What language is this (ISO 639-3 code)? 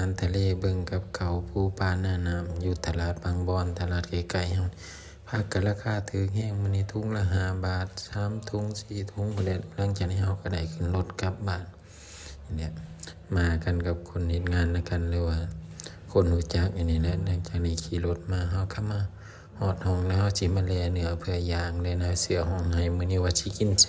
lao